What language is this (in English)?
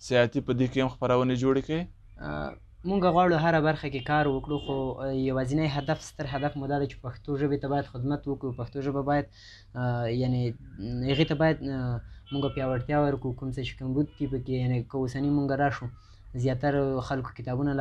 Pashto